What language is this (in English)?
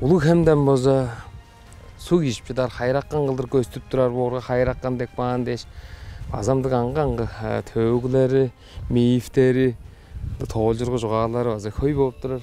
Tuvinian